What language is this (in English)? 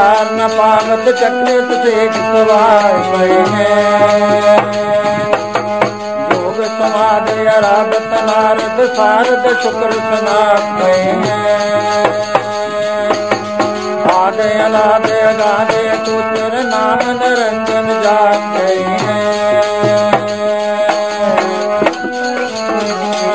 Punjabi